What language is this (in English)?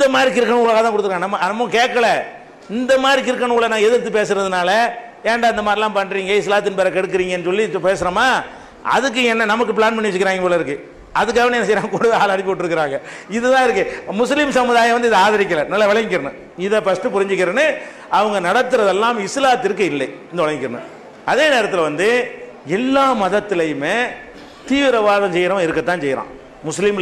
Tamil